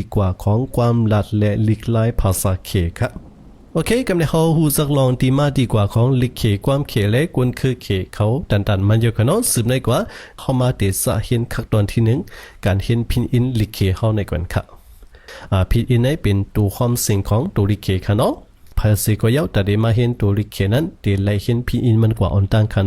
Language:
Shan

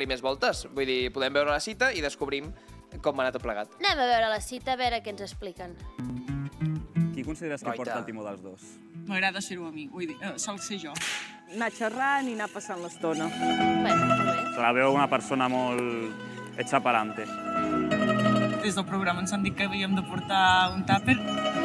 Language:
Catalan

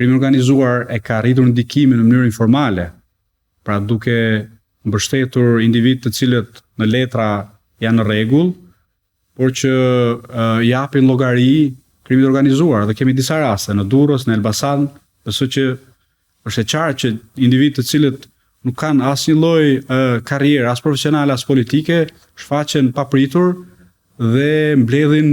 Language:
Albanian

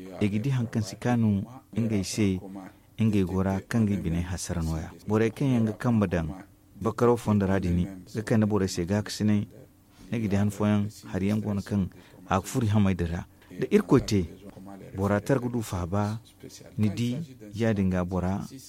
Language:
Zarma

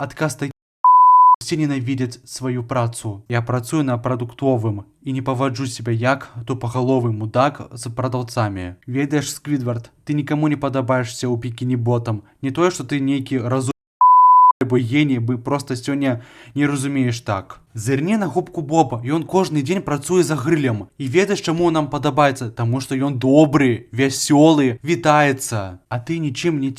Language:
Belarusian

